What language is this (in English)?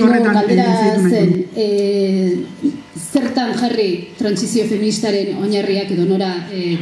Basque